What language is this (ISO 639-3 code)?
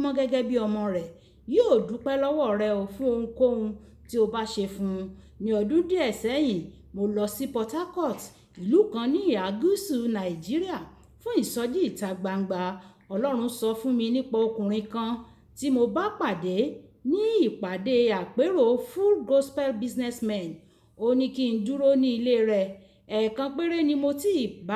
yor